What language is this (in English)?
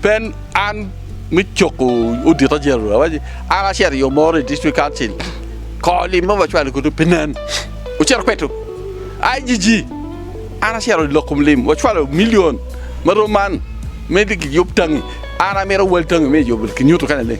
Acoli